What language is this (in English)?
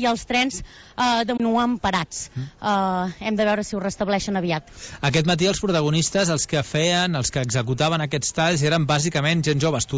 Catalan